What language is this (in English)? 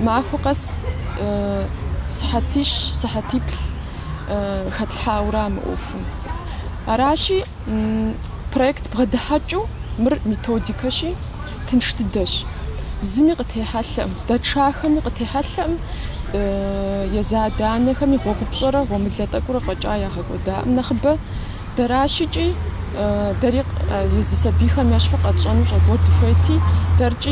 Kabardian